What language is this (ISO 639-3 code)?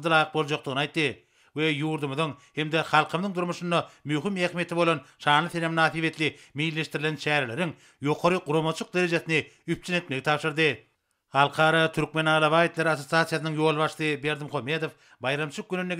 tuk